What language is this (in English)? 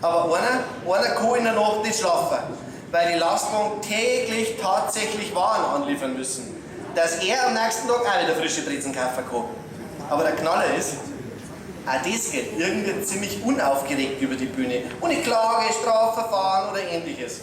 Bavarian